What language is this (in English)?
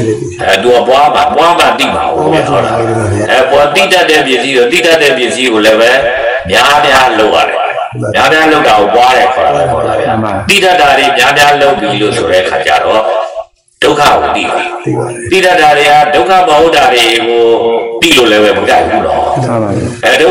Burmese